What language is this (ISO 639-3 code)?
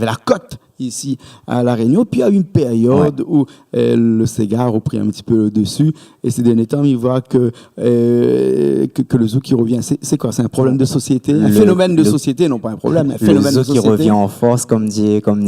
rcf